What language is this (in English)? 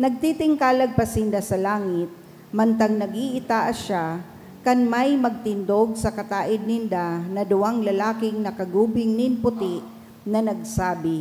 Bikol